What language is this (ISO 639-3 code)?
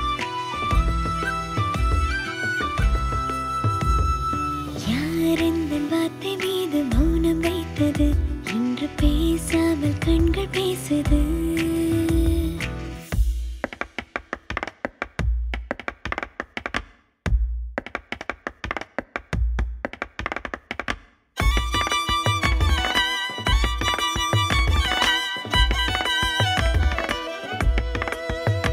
tam